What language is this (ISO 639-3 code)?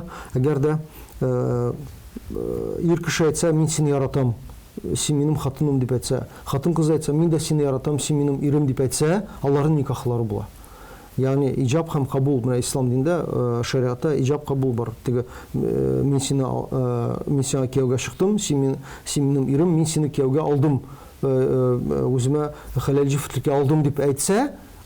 tat